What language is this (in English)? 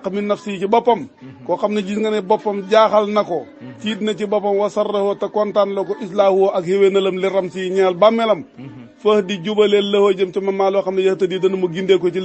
Wolof